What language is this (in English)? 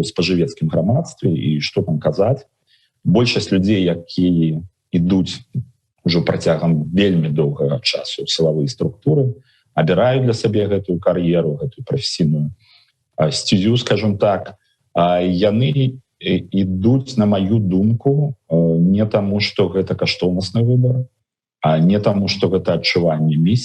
Belarusian